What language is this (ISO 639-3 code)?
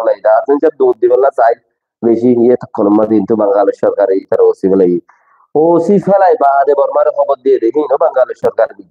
rhg